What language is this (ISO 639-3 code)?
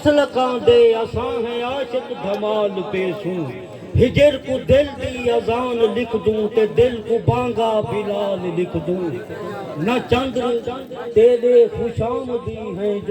skr